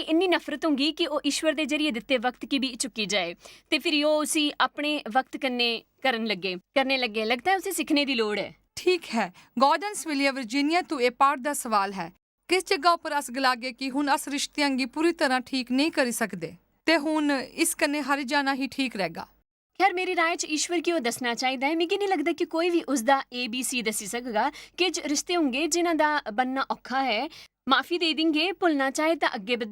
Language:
Dogri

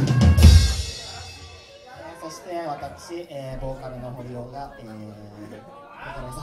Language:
Japanese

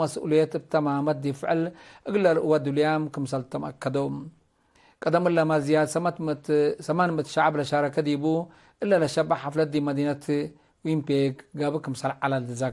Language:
Tigre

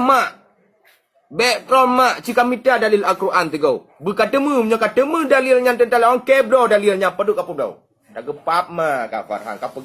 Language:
Achinese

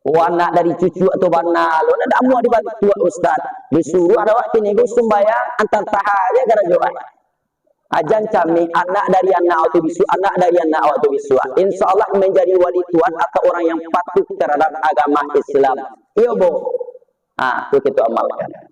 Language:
Minangkabau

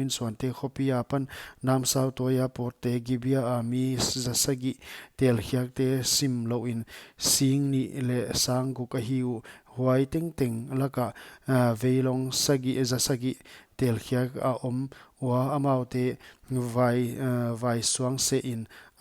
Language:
Paite Chin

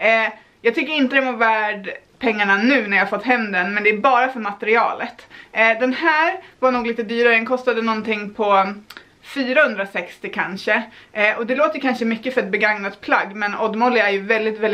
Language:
Swedish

